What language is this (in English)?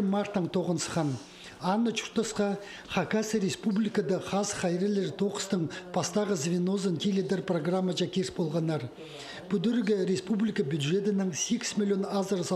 Khakas